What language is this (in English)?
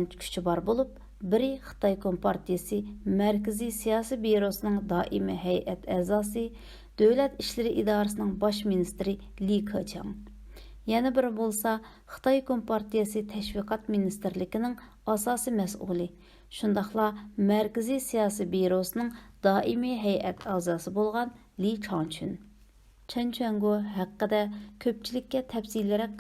Uyghur